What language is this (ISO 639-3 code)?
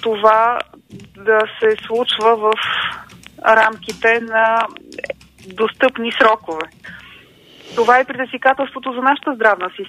bul